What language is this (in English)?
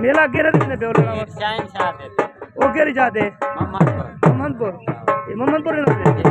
Saraiki